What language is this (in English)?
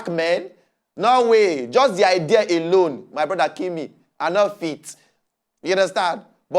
Nigerian Pidgin